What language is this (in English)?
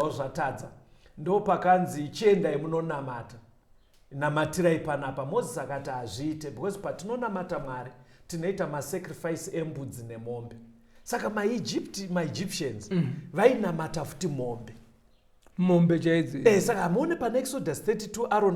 Shona